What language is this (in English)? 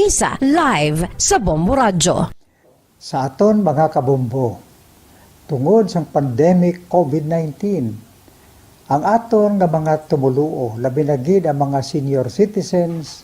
Hiligaynon